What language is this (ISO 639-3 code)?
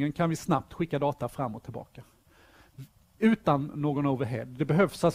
swe